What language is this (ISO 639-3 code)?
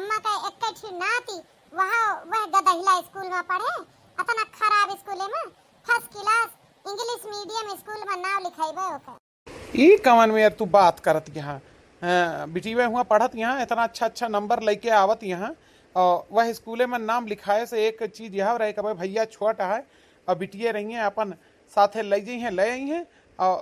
awa